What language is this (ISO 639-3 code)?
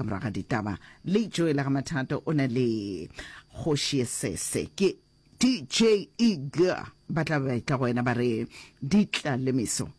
nso